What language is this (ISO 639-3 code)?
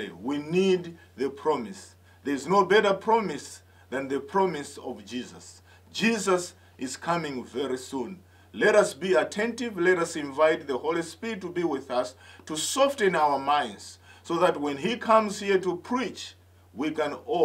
eng